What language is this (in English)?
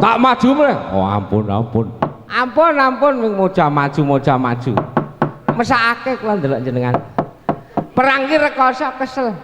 Javanese